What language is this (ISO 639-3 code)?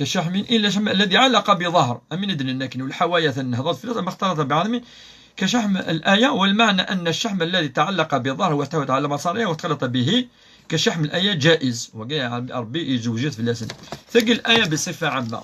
kab